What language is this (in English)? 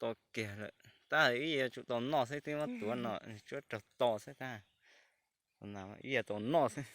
Hmong